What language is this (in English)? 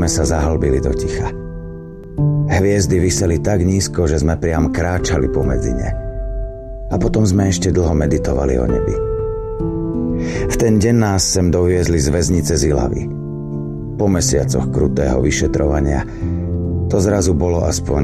Slovak